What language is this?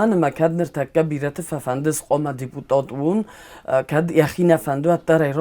Ossetic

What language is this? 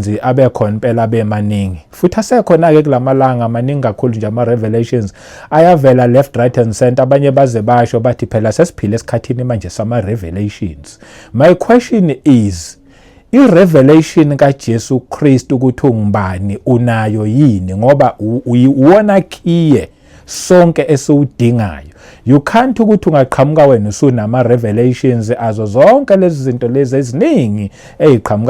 Zulu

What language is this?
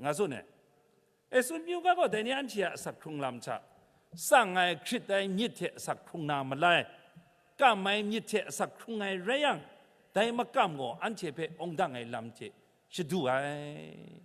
Kachin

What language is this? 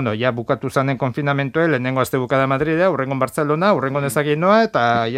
Basque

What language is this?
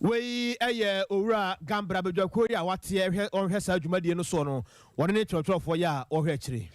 Akan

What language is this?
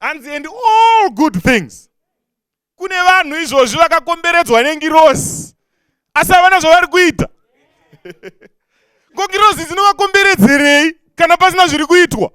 Shona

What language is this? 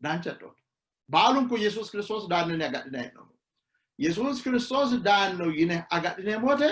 Sidamo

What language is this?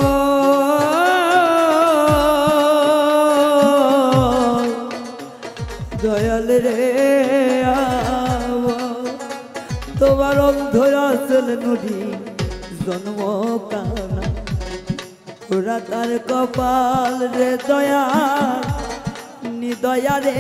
Bangla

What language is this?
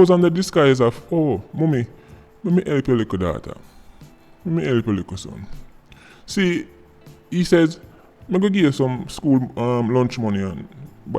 Jamaican Creole English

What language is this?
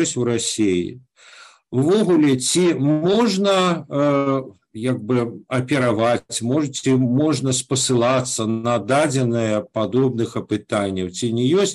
Belarusian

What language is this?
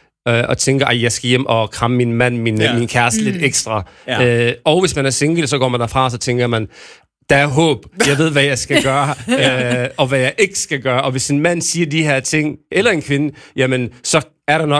Danish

